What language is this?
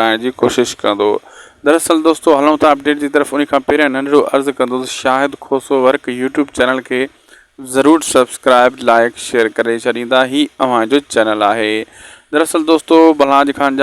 Sindhi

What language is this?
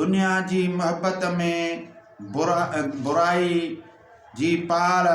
Sindhi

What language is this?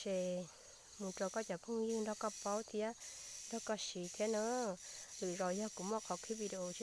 Hmong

